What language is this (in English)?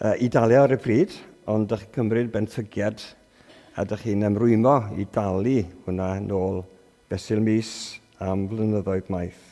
Welsh